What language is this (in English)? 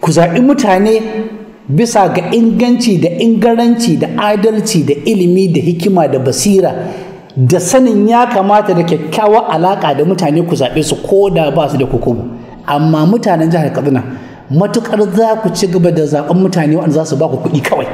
Hausa